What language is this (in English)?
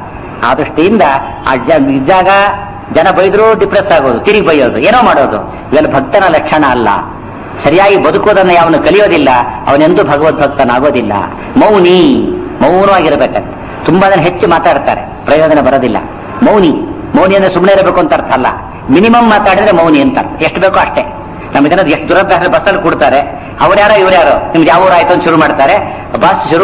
Kannada